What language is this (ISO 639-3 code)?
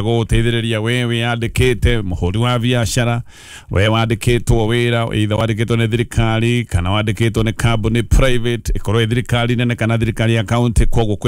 kik